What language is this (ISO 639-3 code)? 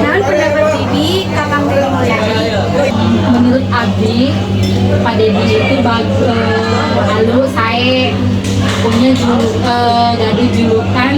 sun